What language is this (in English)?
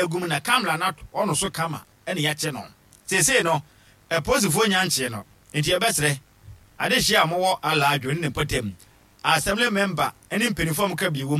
Akan